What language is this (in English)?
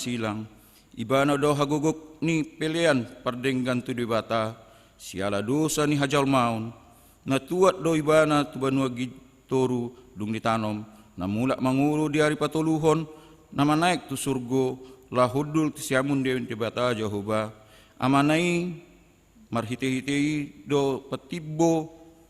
Batak Toba